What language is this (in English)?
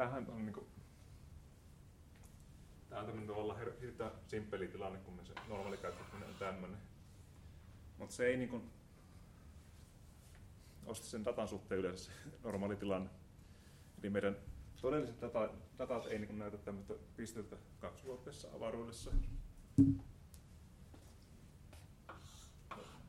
Finnish